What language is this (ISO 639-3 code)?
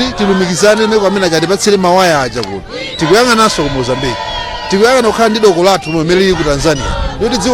nya